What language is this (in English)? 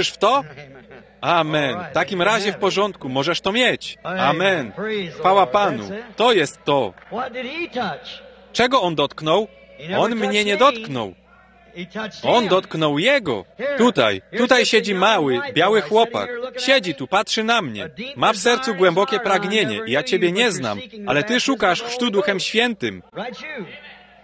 Polish